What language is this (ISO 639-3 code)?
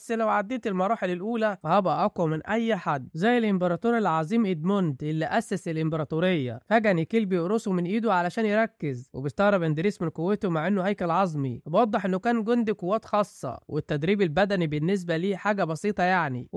arz